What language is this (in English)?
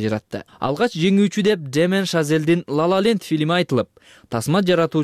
Kyrgyz